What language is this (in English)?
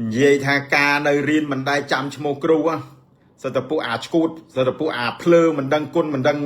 Khmer